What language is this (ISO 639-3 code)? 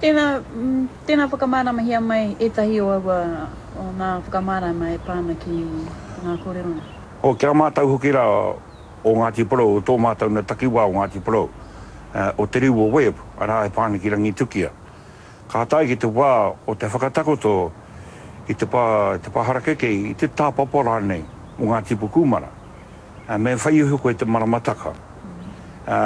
mri